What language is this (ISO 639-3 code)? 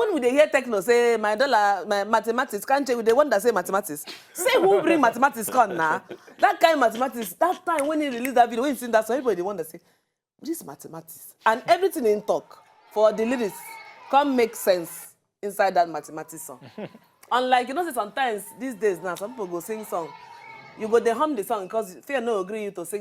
pcm